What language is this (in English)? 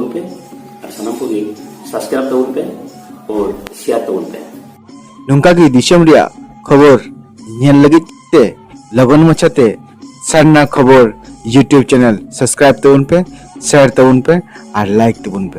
Santali